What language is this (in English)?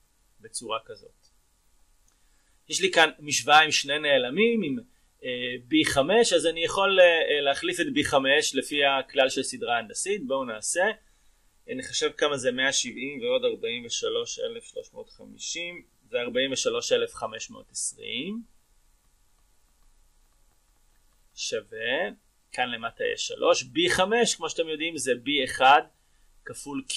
Hebrew